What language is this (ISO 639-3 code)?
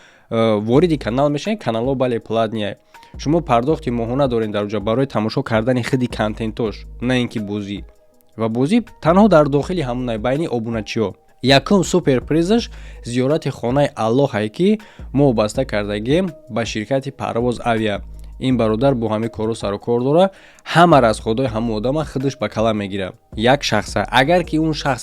tgk